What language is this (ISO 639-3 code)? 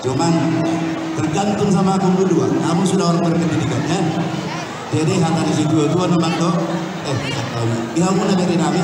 bbc